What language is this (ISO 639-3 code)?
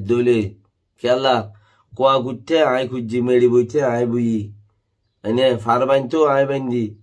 rhg